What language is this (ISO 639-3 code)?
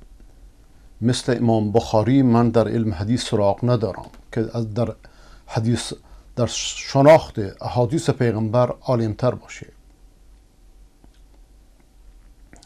fas